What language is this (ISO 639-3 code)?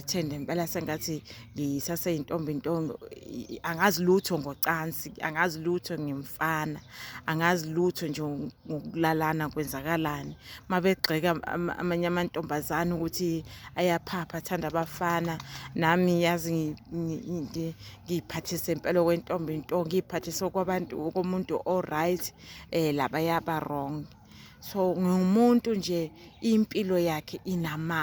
zul